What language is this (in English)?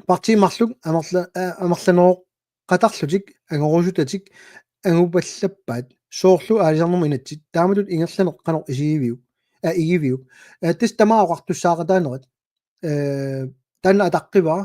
Kalaallisut